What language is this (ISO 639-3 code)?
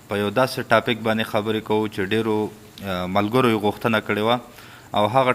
pus